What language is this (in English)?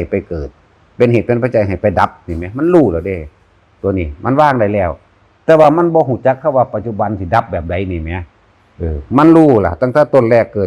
Northeastern Thai